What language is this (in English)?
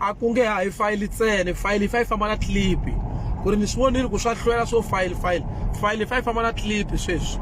Tsonga